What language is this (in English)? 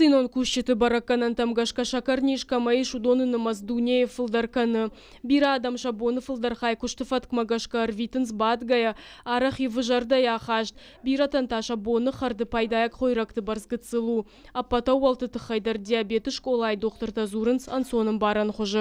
Ossetic